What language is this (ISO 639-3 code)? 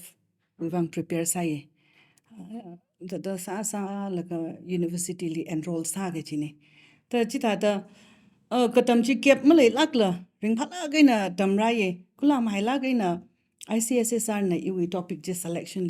nmf